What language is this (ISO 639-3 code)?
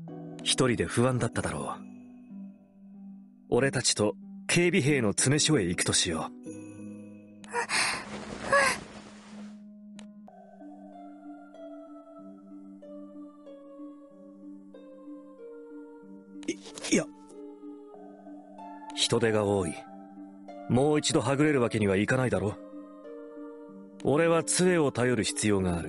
jpn